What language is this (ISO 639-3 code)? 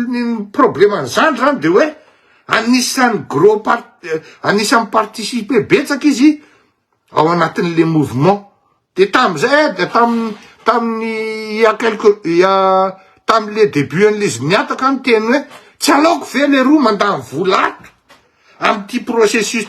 mlg